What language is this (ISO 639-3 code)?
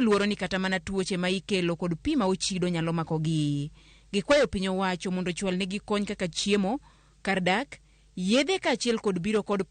luo